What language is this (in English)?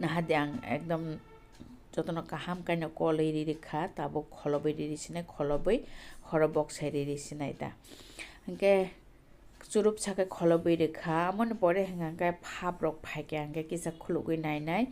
Kok Borok